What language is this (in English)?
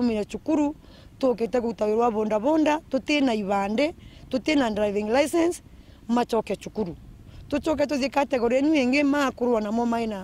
Meru